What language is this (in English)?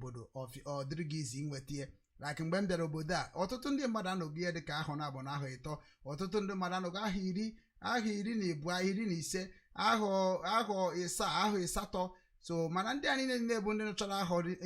Igbo